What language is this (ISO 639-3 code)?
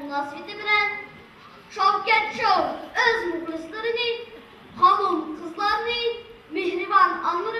uig